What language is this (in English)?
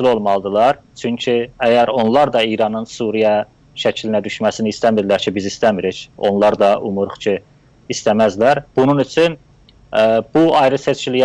South Azerbaijani